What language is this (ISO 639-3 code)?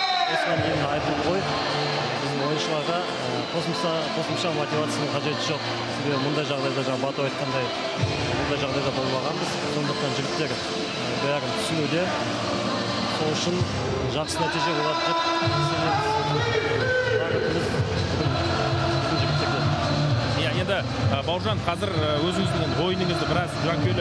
kaz